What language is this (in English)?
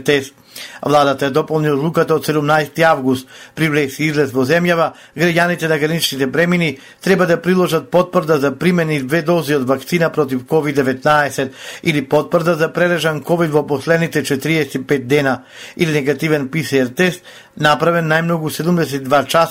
Macedonian